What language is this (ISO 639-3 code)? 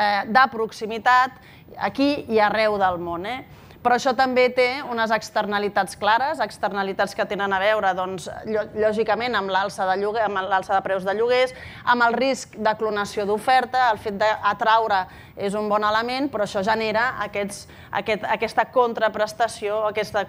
cat